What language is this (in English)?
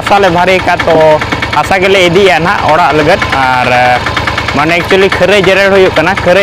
Santali